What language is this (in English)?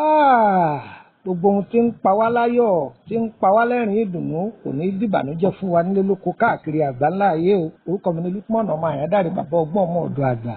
Yoruba